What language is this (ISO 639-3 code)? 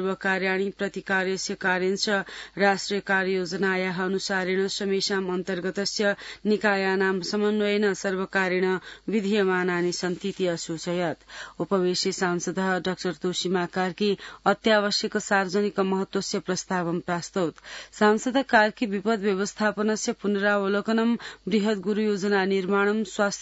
san